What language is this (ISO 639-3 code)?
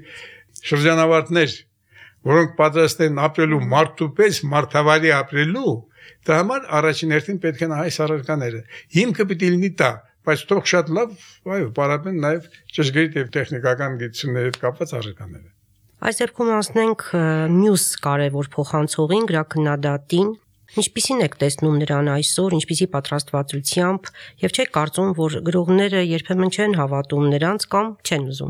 hye